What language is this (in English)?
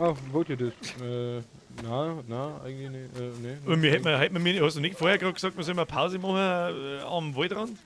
Bavarian